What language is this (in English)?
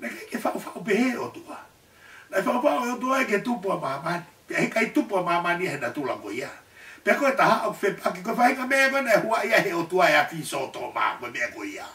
Tongan